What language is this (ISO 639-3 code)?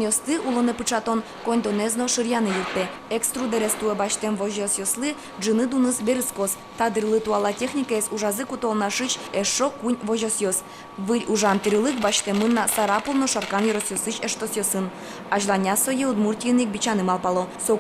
udm